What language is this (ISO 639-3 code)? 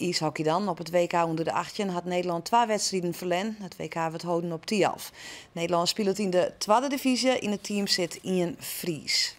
fry